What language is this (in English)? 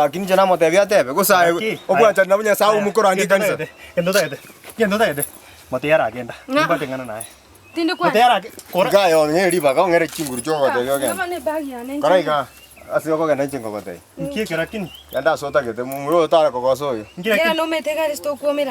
Gusii